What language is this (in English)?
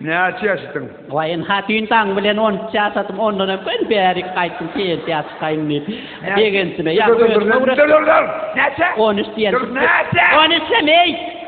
Turkmen